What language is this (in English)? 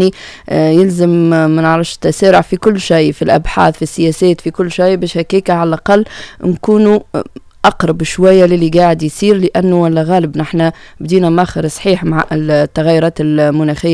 Tunisian Arabic